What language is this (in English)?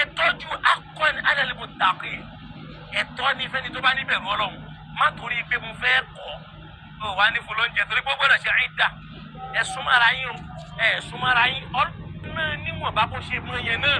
Yoruba